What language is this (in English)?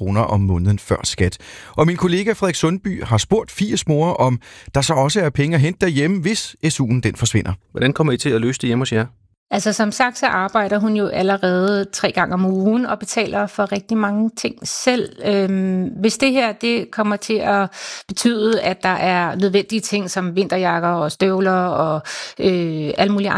Danish